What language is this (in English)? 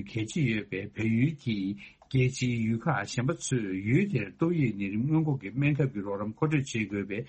Tibetan